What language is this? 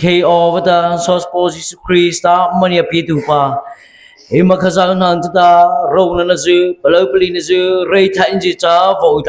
Mara Chin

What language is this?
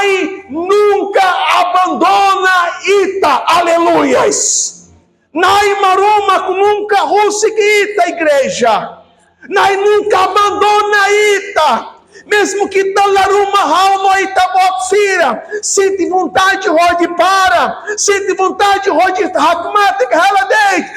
Tetum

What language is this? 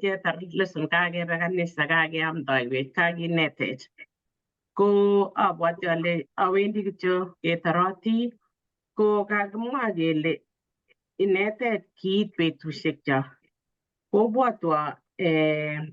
Kalenjin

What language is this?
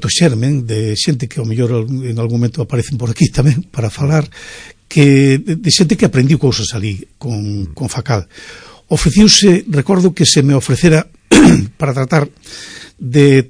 Galician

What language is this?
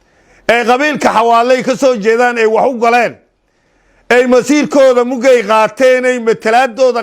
Somali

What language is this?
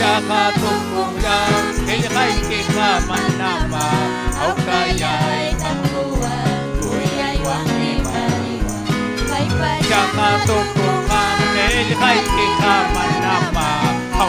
Ayacucho Quechua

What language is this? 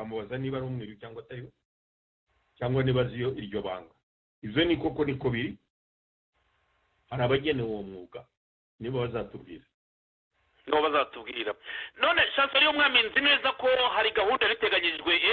Kinyarwanda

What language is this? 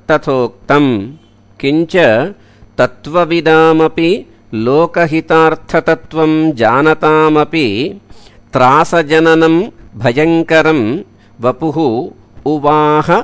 Sanskrit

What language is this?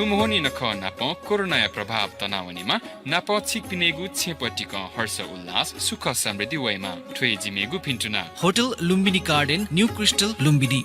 Newari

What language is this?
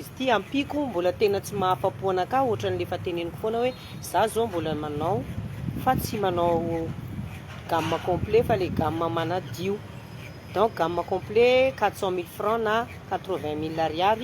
Malagasy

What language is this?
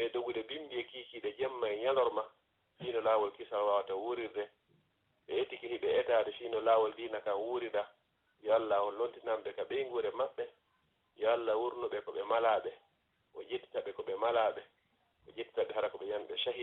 Fula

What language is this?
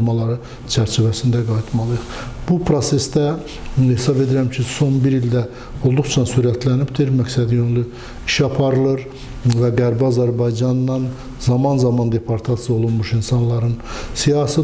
Azerbaijani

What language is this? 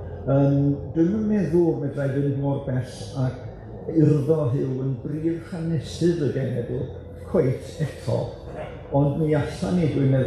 Welsh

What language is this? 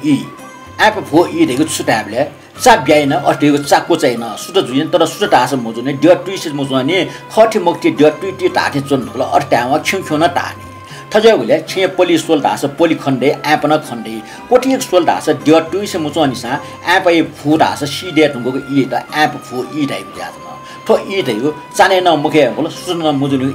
Newari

